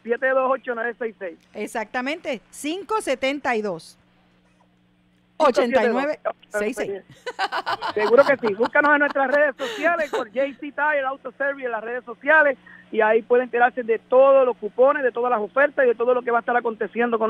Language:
Spanish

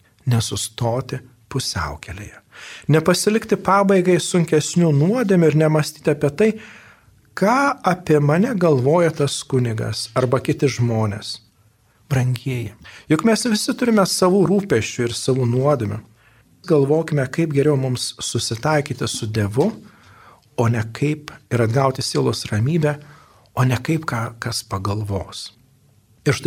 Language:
Lithuanian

